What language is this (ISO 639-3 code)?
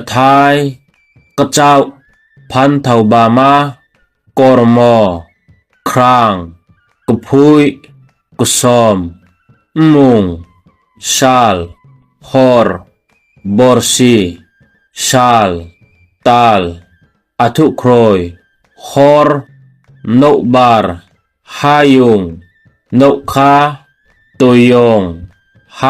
ria